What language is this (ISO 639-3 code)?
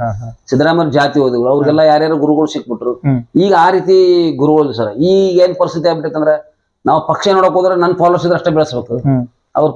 kan